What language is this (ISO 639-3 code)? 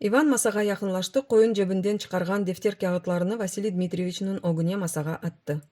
crh